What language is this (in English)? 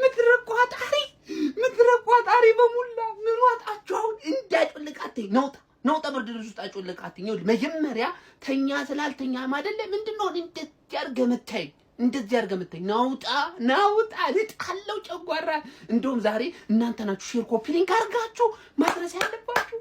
Amharic